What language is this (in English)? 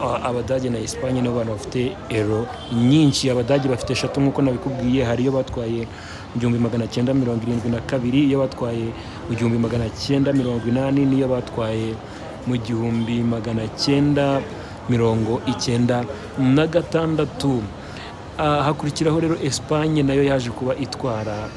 Kinyarwanda